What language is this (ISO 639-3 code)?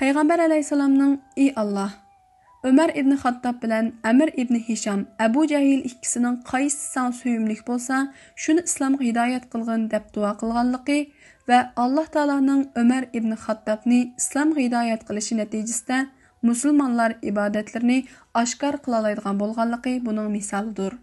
uig